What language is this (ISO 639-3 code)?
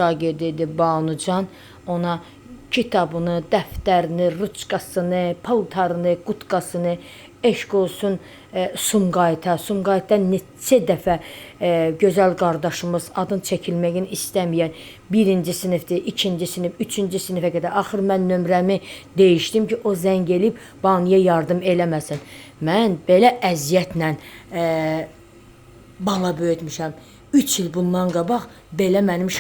aze